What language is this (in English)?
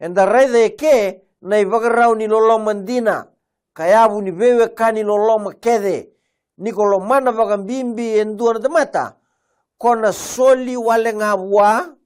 Fijian